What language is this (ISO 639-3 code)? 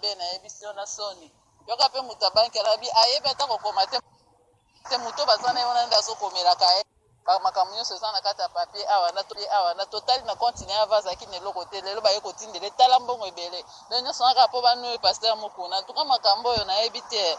lin